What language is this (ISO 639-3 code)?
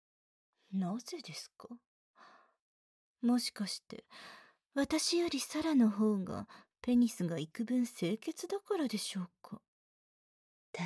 jpn